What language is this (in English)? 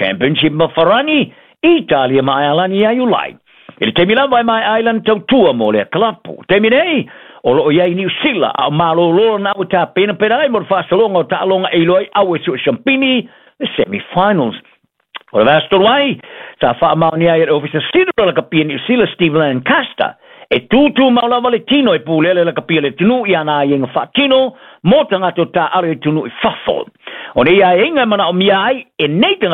Samoan